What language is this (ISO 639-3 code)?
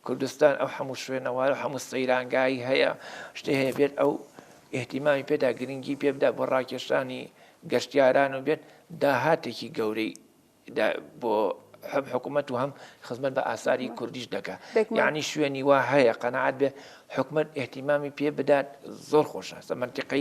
ckb